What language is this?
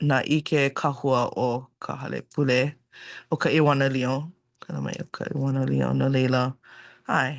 Hawaiian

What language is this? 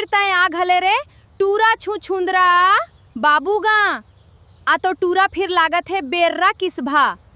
Chhattisgarhi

